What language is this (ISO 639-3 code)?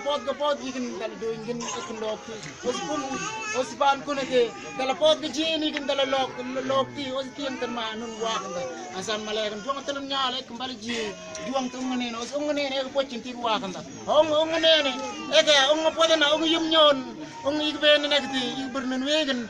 mfz